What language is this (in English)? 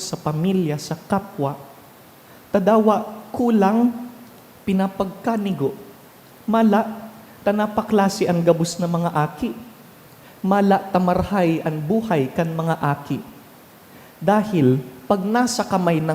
Bikol